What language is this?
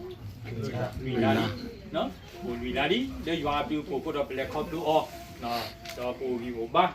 S'gaw Karen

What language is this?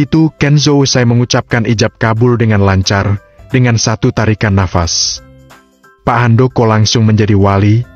Indonesian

